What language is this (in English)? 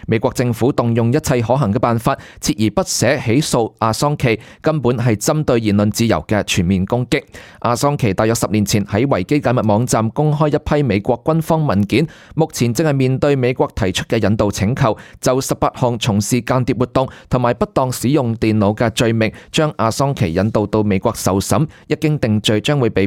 Cantonese